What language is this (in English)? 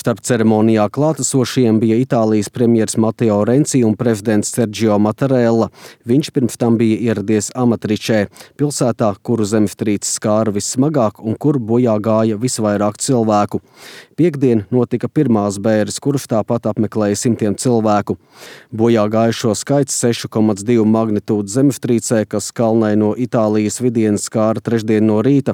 Latvian